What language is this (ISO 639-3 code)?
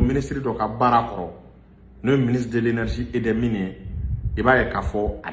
bam